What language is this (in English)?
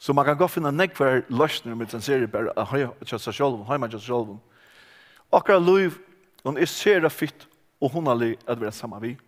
Faroese